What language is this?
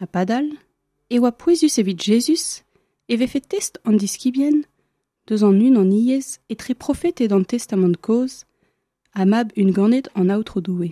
Breton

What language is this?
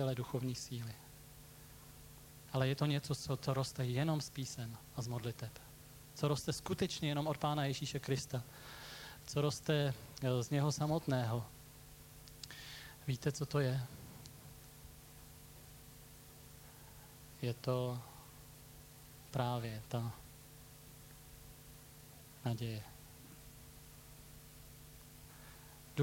Czech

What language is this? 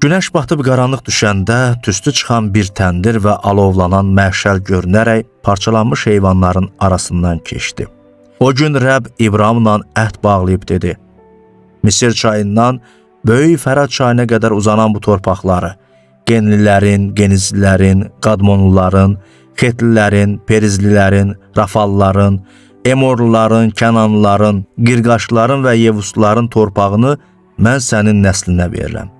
Azerbaijani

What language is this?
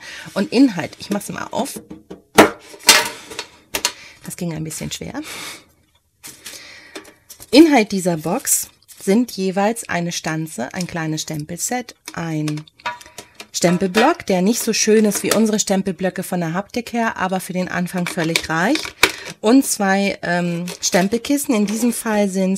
German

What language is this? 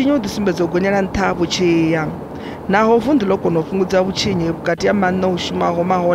Venda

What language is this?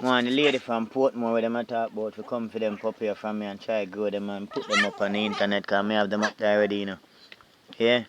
Jamaican Creole English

